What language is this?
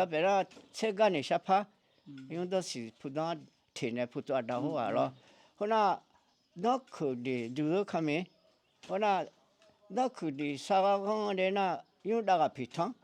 Akha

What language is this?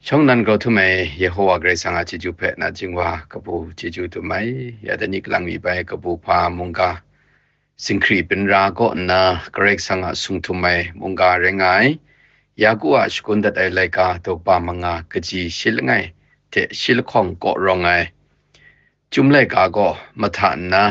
Kachin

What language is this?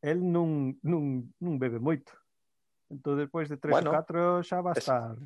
Galician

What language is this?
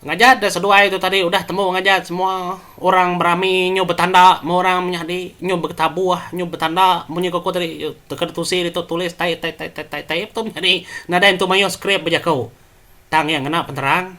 Iban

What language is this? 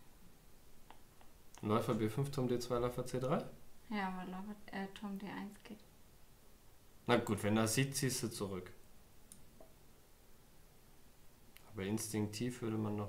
German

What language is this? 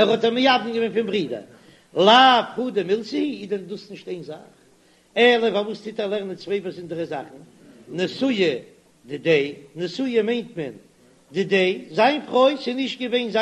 Yiddish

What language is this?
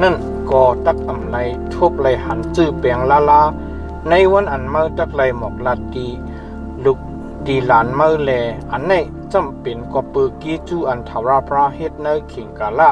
Shan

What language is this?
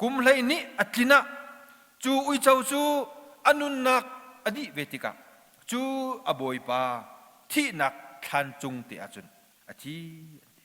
Hakha Chin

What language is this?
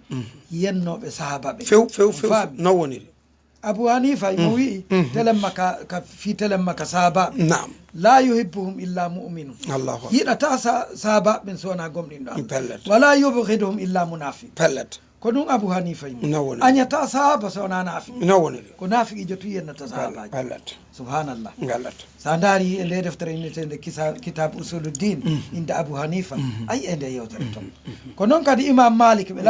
Fula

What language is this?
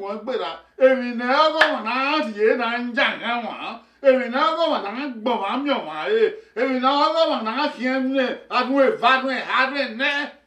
Bini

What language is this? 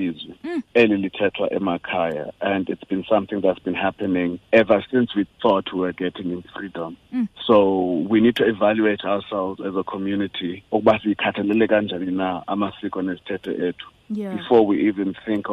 Xhosa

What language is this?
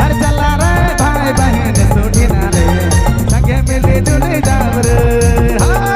Sadri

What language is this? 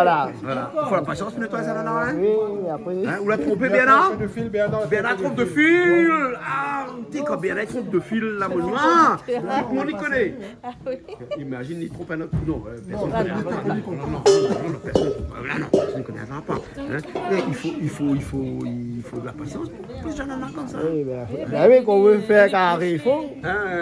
Réunion Creole French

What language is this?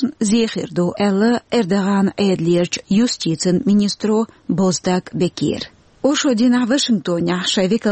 Chechen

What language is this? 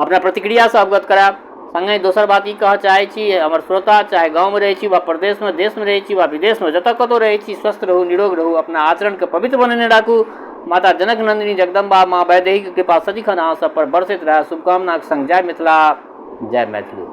Maithili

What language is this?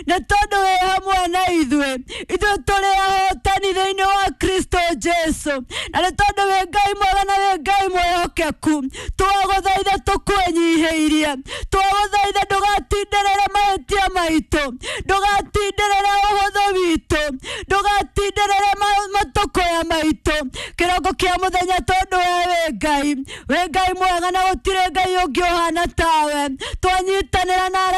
Kikuyu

